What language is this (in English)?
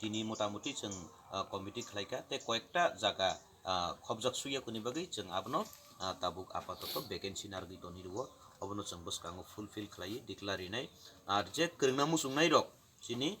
Kok Borok